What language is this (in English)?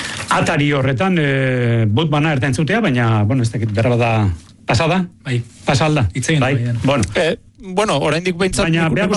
Basque